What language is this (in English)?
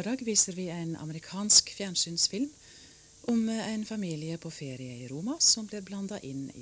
Norwegian